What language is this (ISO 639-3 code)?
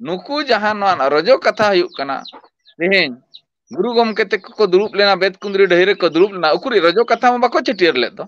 sat